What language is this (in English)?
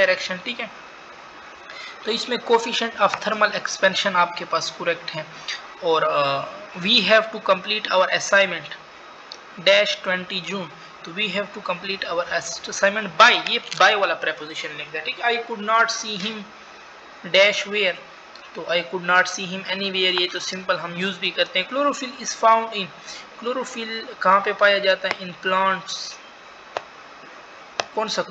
Hindi